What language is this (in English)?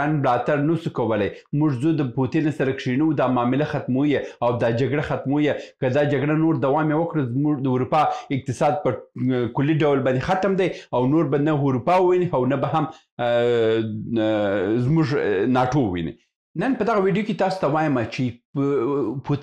Pashto